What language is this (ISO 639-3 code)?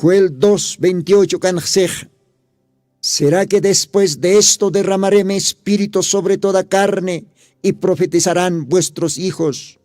aym